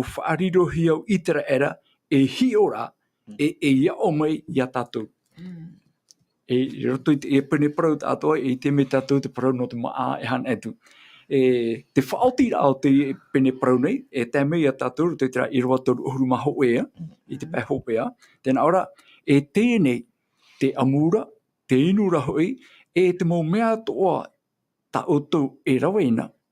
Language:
Tahitian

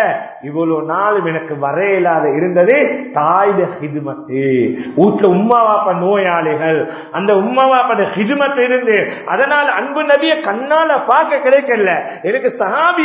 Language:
Tamil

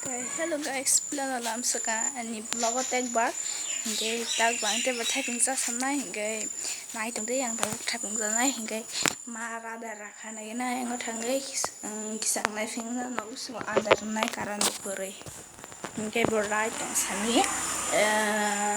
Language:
Kok Borok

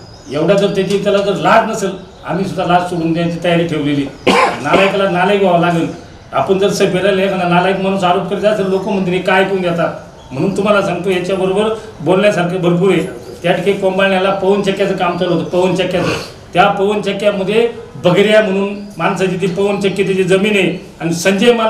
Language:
Marathi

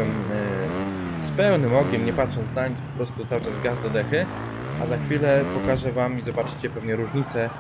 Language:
Polish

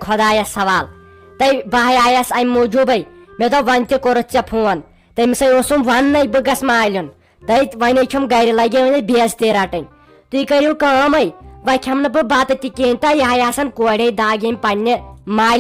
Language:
Kashmiri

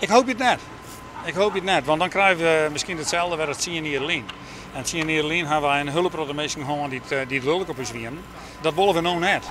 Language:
Western Frisian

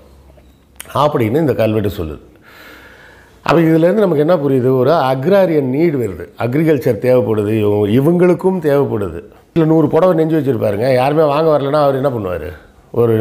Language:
Tamil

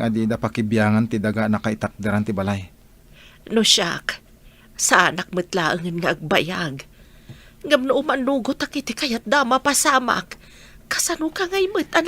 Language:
Iloko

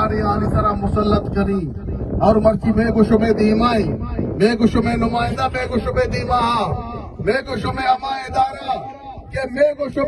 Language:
Baluchi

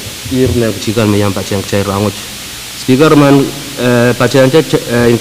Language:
Pohnpeian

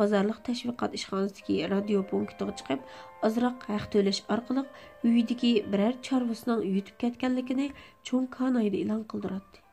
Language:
Uyghur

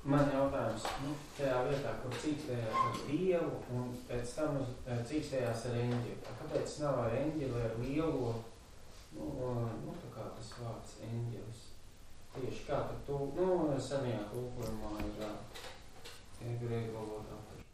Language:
Latvian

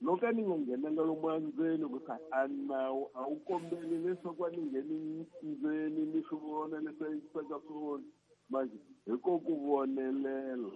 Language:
Tsonga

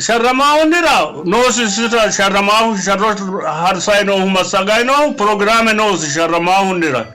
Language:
Sidamo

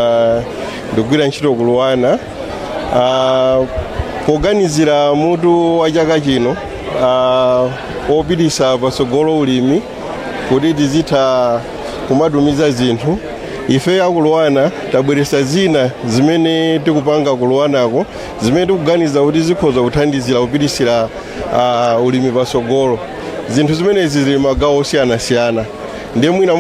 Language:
Nyanja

